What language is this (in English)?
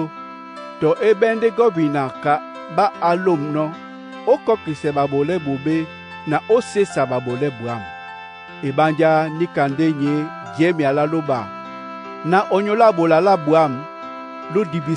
Duala